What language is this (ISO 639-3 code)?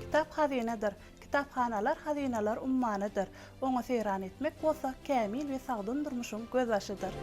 tuk